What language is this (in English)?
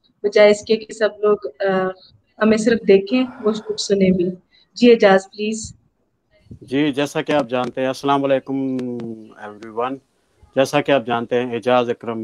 Urdu